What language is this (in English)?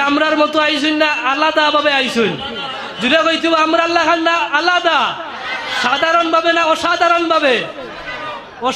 Sylheti